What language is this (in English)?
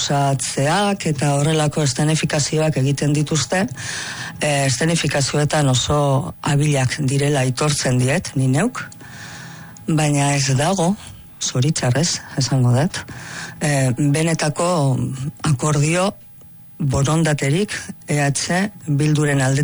Basque